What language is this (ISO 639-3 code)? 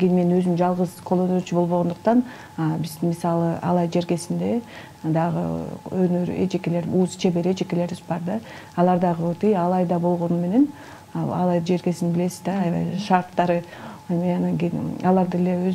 kir